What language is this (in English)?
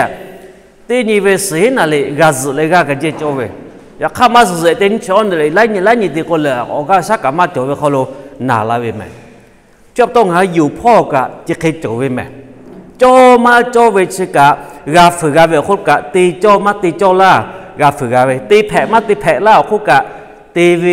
Lahu